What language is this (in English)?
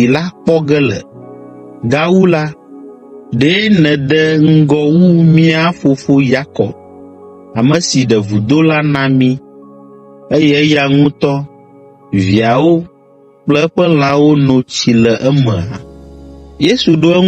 Ewe